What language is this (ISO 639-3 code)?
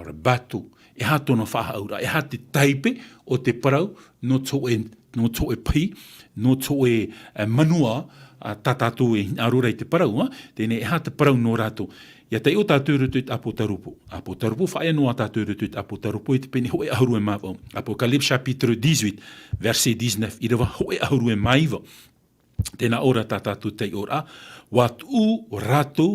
tah